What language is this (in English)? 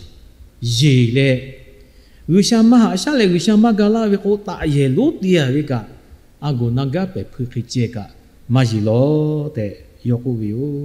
Lahu